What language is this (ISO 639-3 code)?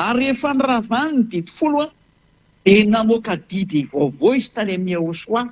mlg